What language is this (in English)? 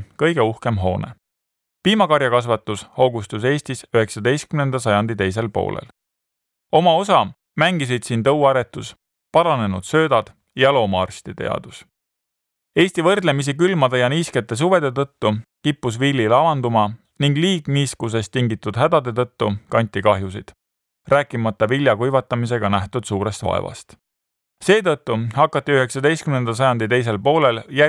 Estonian